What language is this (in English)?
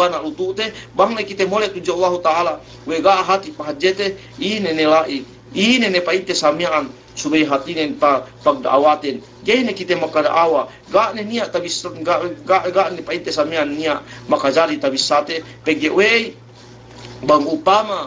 Yakan